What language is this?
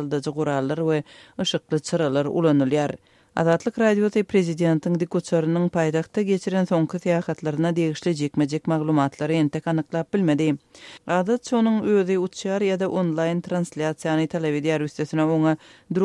Turkmen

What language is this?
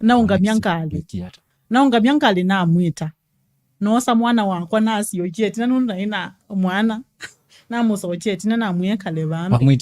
Kamba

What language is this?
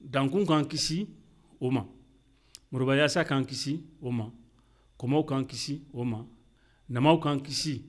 Bambara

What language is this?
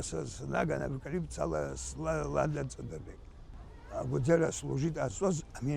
Abkhazian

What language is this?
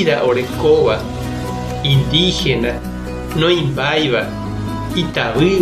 Guarani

